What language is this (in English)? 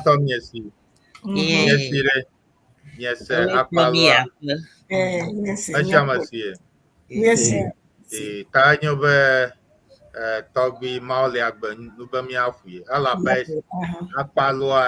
Ewe